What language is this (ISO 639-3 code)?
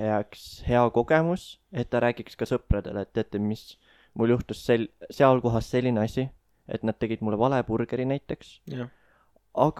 est